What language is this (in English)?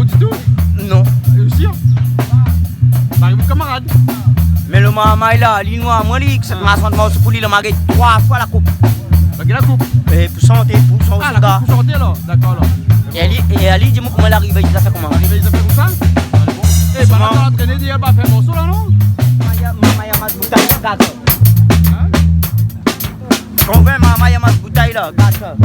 Réunion Creole French